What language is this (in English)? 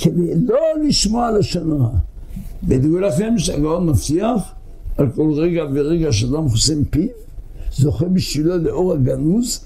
Hebrew